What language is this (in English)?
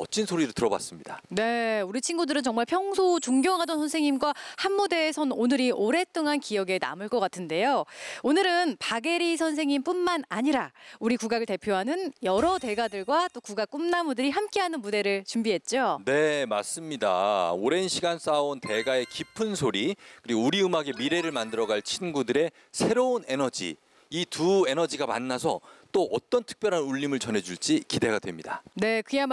Korean